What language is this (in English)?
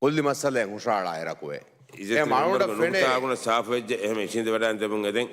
Divehi